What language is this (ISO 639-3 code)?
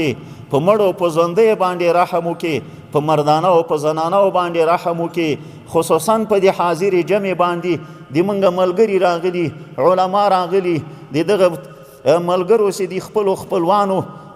pus